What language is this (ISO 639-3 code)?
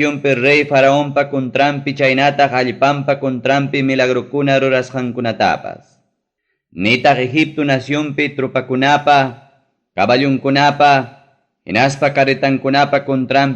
quy